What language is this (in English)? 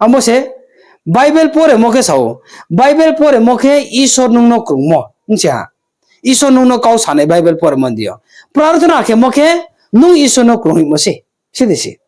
Riang (India)